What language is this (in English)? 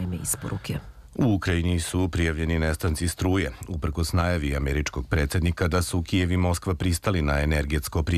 Serbian